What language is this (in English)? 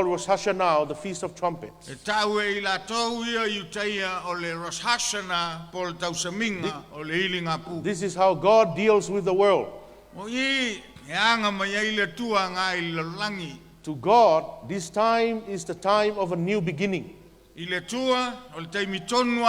Samoan